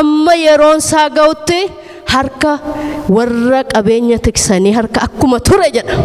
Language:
Oromo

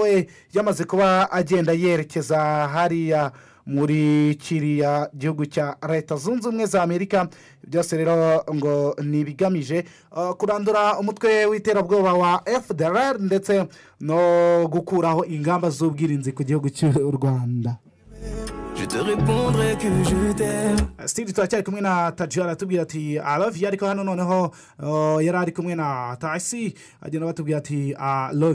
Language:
Kinyarwanda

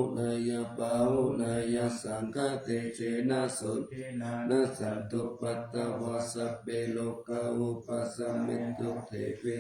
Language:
Pali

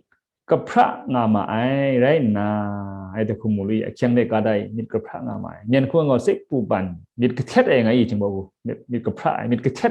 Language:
Kachin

